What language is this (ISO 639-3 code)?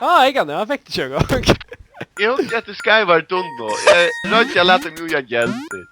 fao